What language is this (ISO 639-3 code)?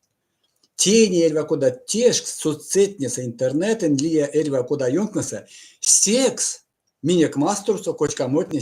myv